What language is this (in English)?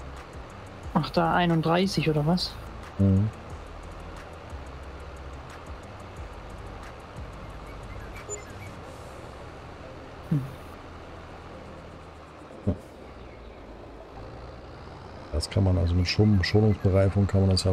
German